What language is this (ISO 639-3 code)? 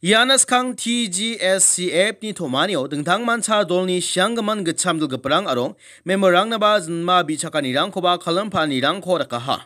grt